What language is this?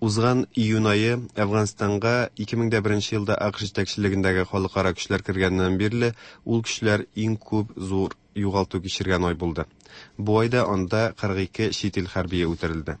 Tatar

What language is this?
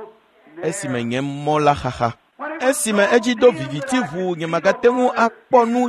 Ewe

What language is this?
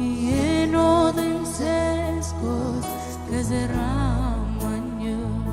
Marshallese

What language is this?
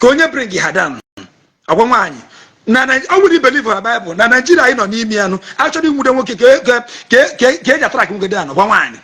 Igbo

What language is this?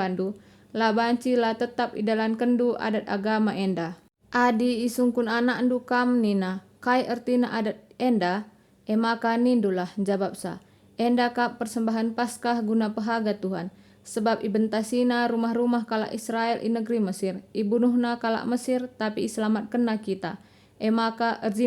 Batak Karo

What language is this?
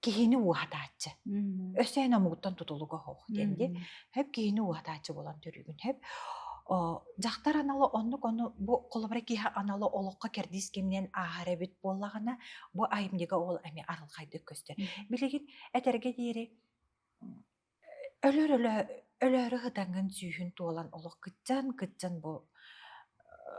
Yakut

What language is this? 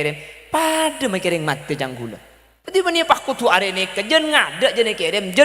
Madurese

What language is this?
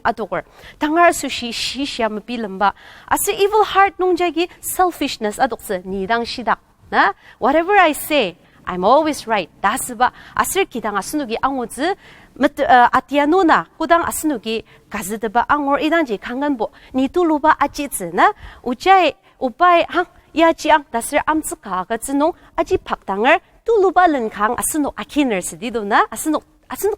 Ao Naga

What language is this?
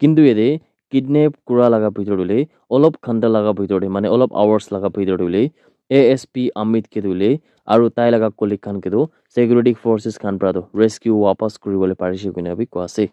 Naga Pidgin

